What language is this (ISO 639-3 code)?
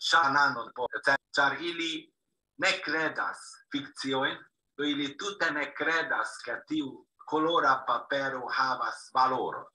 epo